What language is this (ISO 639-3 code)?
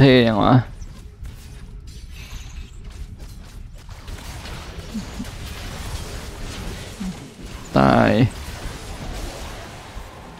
tha